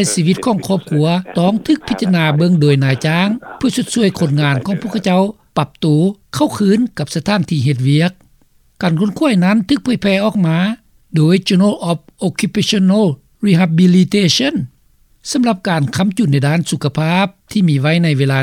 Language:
Lao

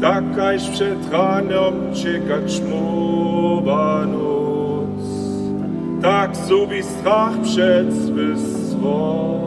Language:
Upper Sorbian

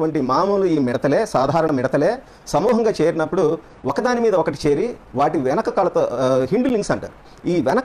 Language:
Telugu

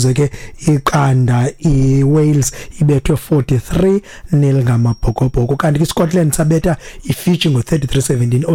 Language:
Xhosa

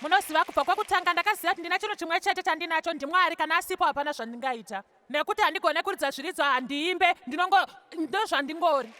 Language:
Shona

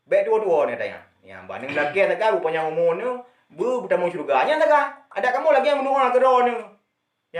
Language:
Achinese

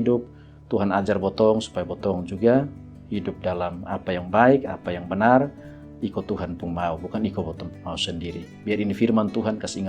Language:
Kupang Malay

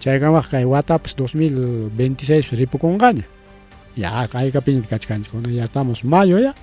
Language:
Ayacucho Quechua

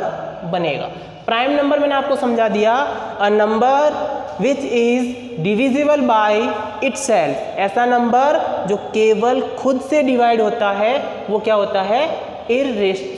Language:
Hindi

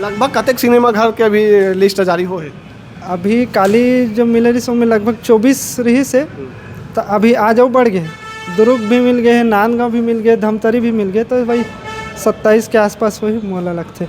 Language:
Chhattisgarhi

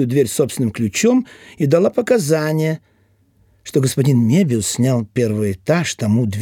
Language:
Russian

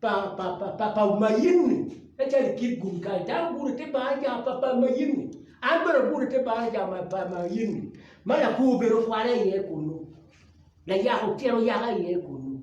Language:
Acoli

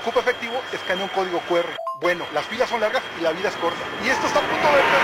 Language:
Spanish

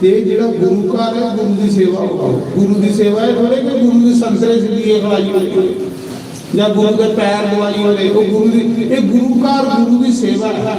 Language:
Dogri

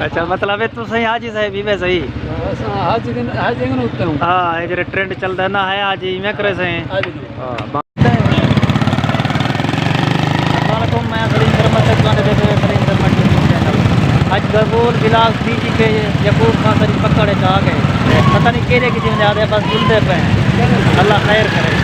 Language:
Saraiki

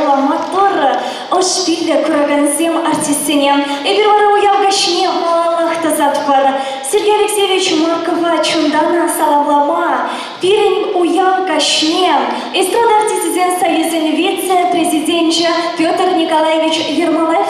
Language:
Chuvash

